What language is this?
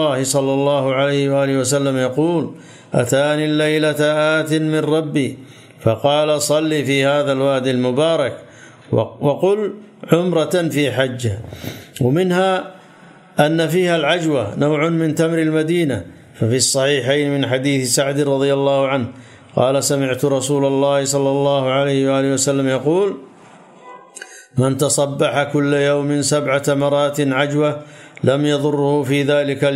Arabic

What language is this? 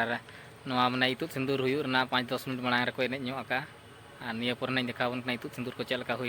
Santali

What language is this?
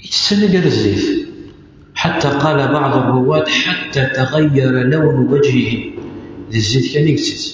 Kabyle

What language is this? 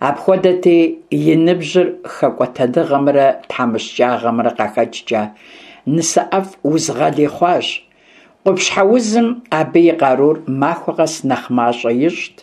Kabardian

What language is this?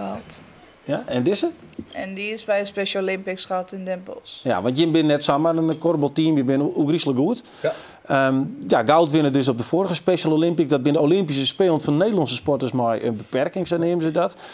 Western Frisian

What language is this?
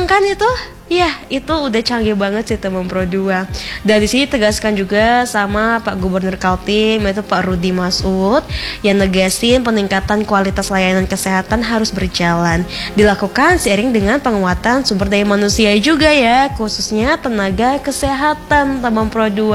Indonesian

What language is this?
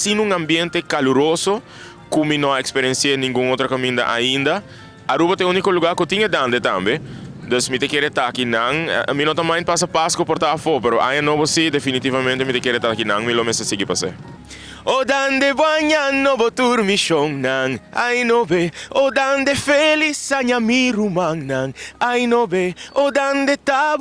Papiamento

